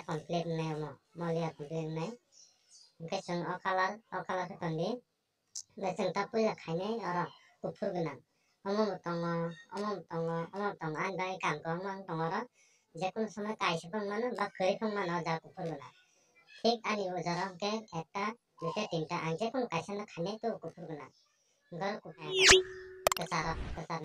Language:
Kok Borok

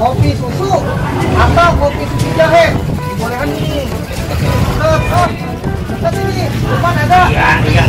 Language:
Betawi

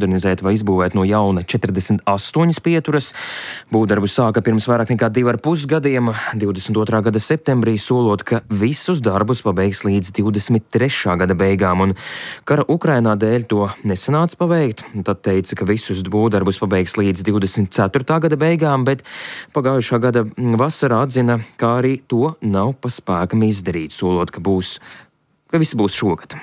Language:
Latvian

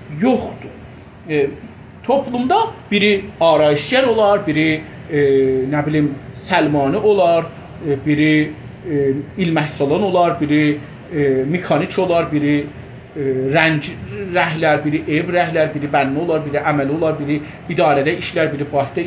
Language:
South Azerbaijani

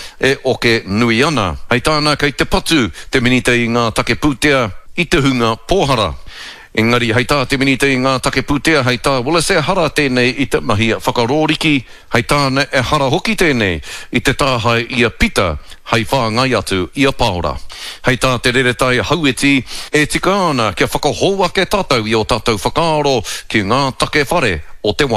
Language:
Māori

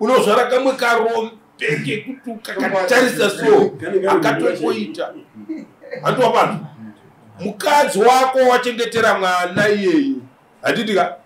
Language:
Shona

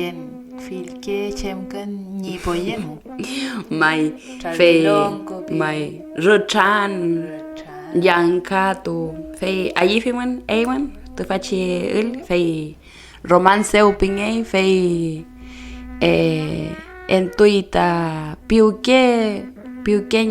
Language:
Mapuche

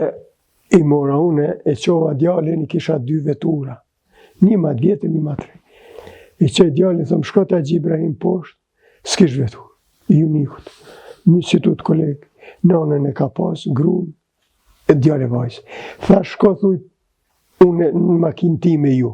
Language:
Albanian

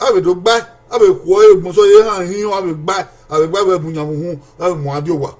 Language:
Bini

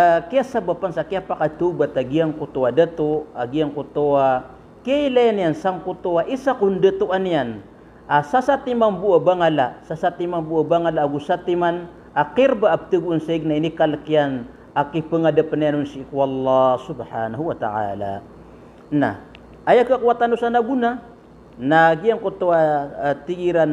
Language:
Maranao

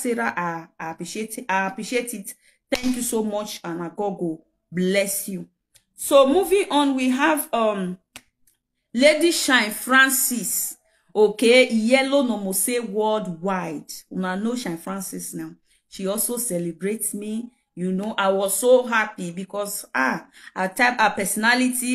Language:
Nigerian Pidgin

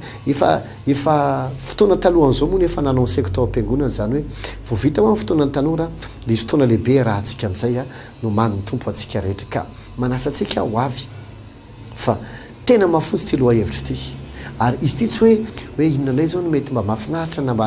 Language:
Malagasy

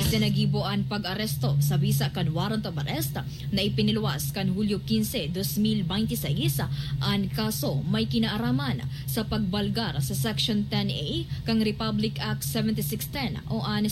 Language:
Bikol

